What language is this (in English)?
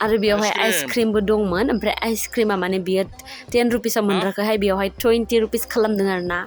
Bodo